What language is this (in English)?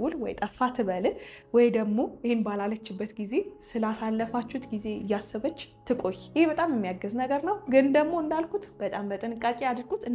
Amharic